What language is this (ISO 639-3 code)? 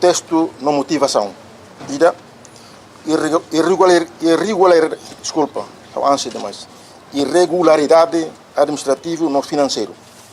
tet